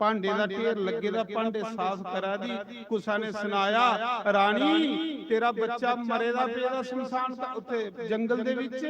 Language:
Dogri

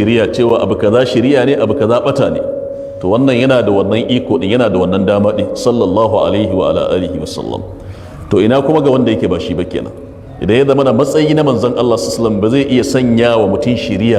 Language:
Hausa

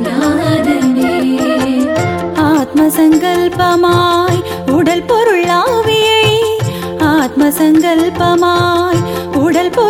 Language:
Tamil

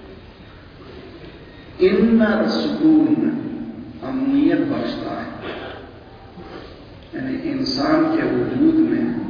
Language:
Urdu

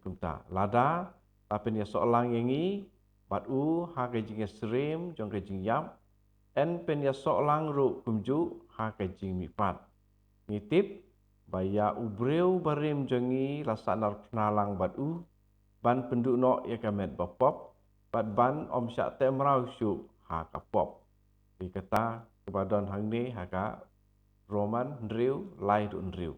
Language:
Khasi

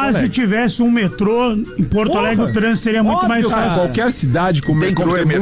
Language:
Portuguese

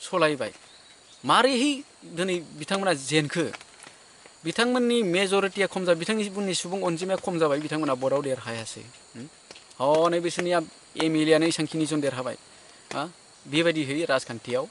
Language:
Bodo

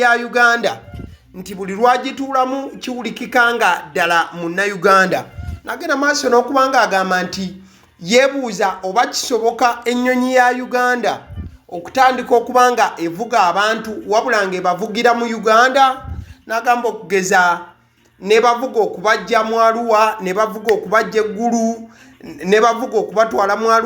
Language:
Ganda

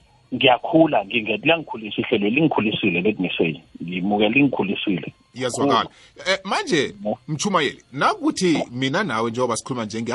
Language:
South Ndebele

